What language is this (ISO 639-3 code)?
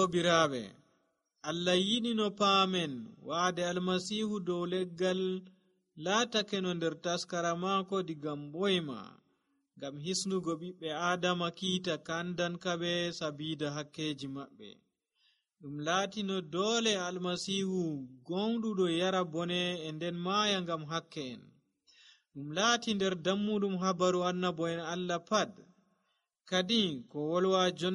fuv